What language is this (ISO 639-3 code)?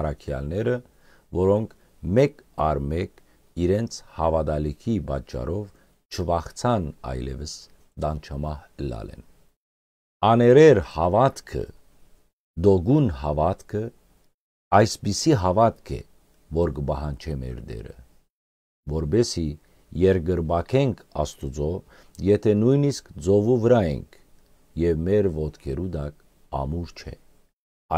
hyw